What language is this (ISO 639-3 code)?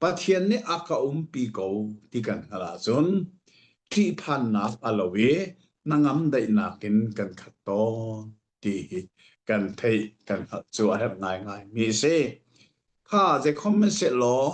cnh